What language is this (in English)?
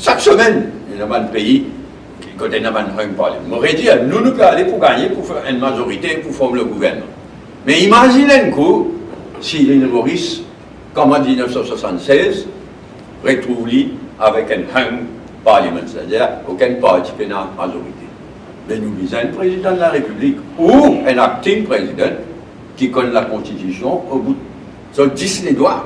Morisyen